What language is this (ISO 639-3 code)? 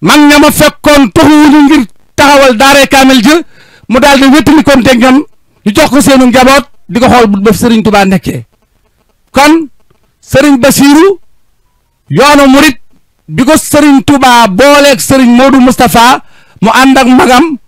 wol